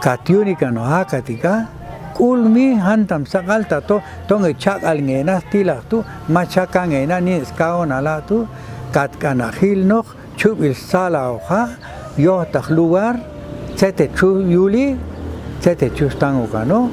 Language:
Popti'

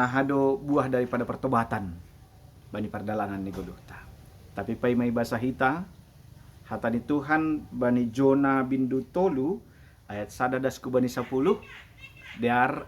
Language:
Batak Simalungun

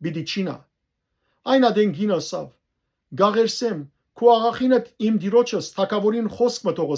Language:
Western Armenian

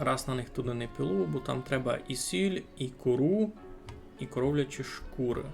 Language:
Rusyn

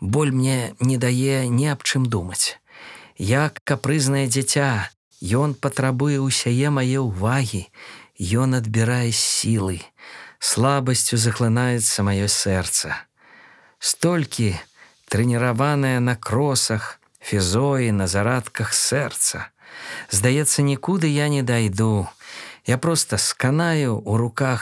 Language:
Belarusian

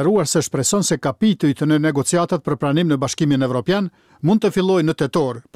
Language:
Albanian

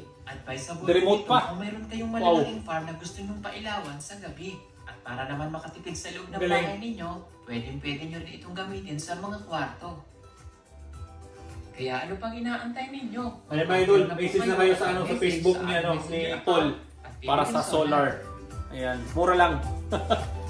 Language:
Filipino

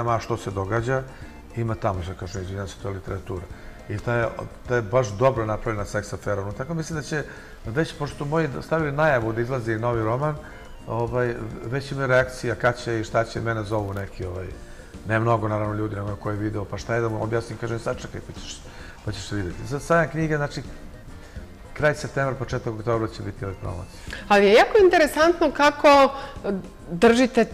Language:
Serbian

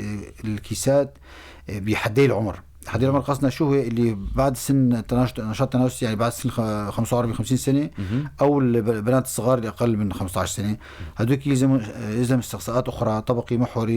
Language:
North Levantine Arabic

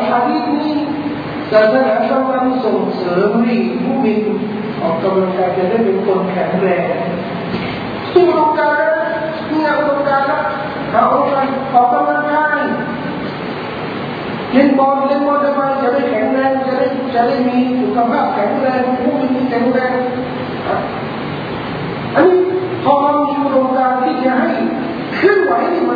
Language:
Thai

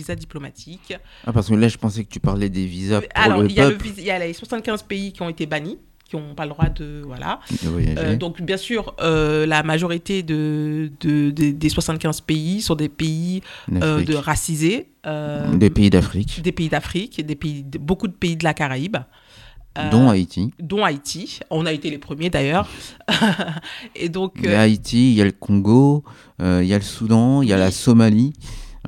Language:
French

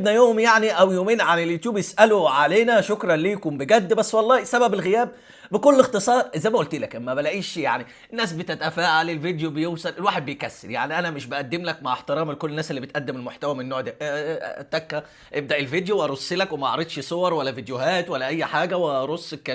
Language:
Egyptian Arabic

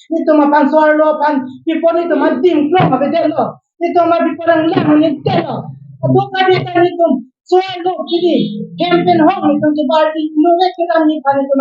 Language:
Karbi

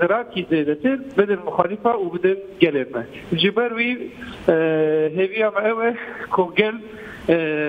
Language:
Kurdish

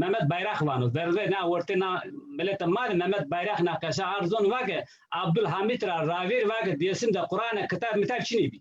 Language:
Zaza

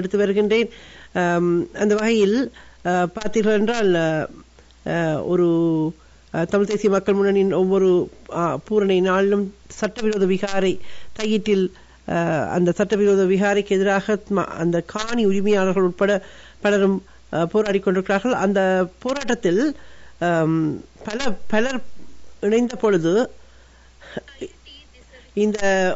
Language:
Tamil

